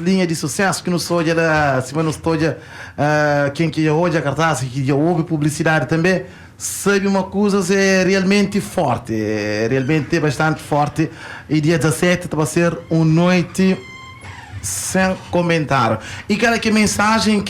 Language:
Kabuverdianu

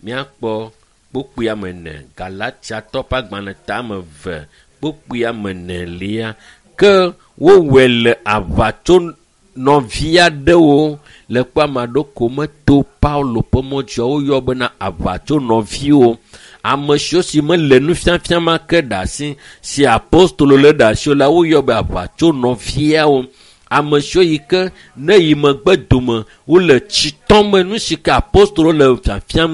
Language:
Ewe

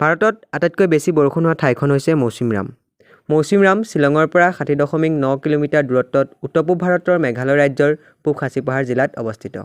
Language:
Assamese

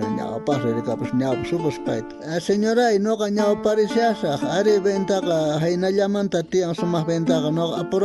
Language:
South Bolivian Quechua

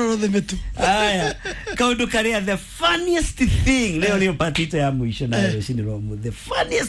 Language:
Kikuyu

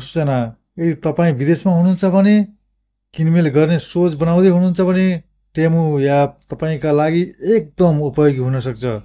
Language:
Nepali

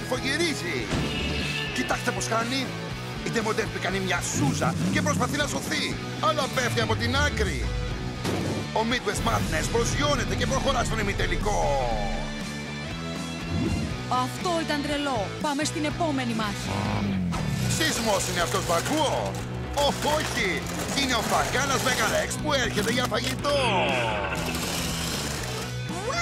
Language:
Greek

